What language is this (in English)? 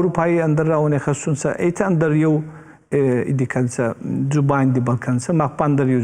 Ossetic